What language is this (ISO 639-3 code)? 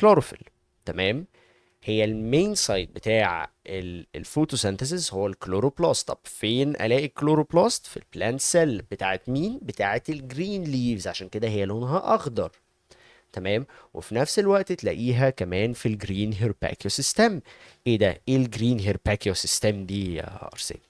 arz